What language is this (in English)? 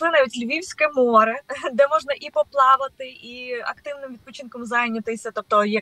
Ukrainian